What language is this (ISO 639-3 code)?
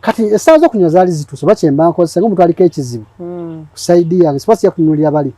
lug